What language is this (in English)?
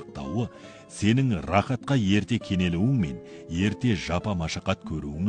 Kazakh